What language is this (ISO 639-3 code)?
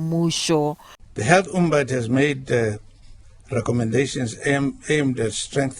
nso